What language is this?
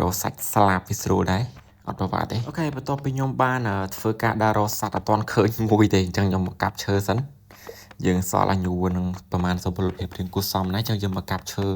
Khmer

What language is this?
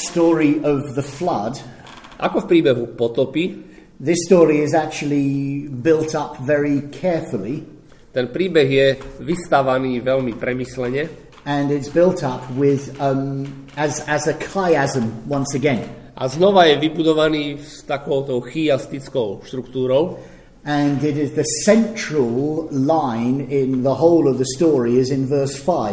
Slovak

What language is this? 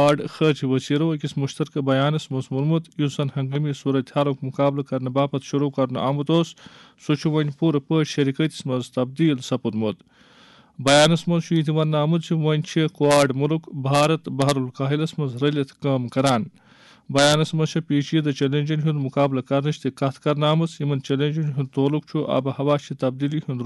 Kashmiri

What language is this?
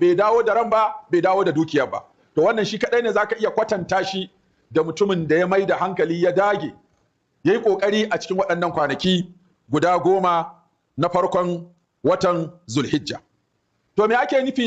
Hausa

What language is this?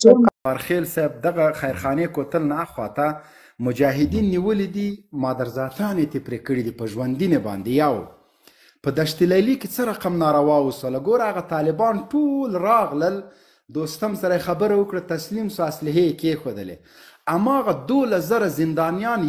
Pashto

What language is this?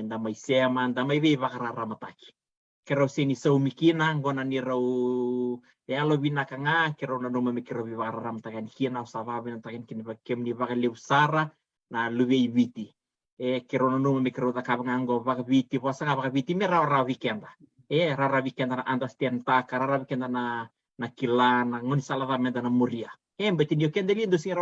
Fijian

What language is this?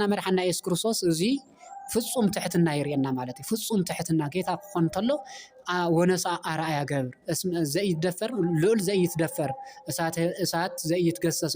Tigrinya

